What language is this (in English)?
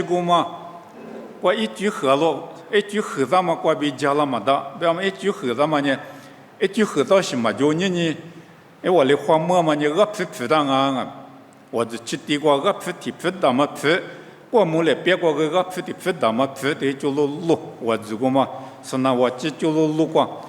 Lisu